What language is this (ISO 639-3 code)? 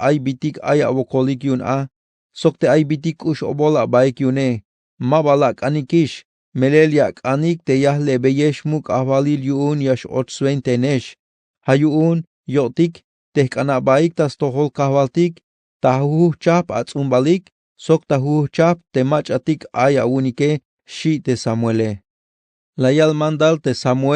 tzh